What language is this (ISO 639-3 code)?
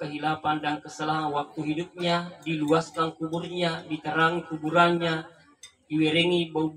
ind